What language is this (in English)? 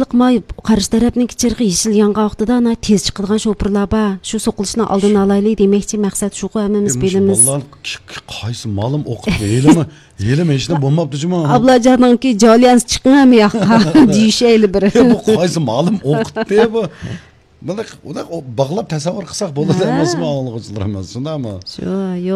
Uyghur